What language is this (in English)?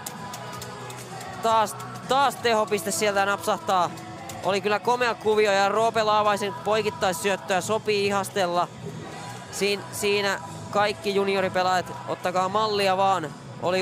Finnish